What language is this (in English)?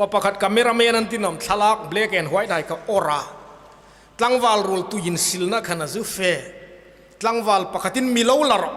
Hmar